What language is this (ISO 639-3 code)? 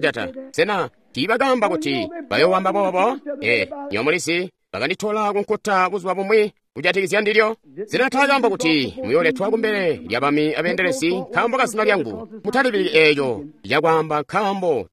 toi